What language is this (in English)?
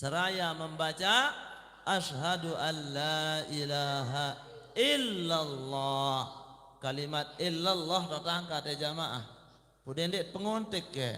Sasak